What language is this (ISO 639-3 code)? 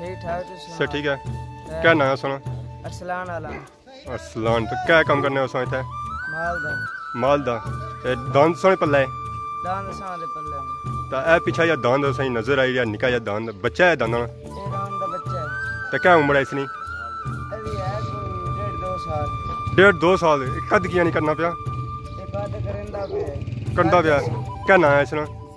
phr